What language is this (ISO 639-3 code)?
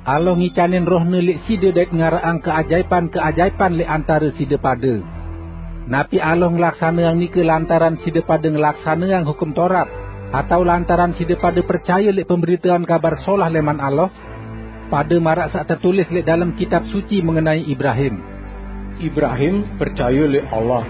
sas